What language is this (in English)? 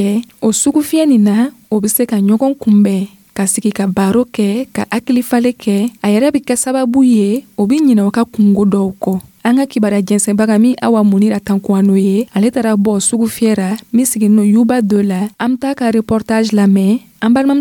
Dyula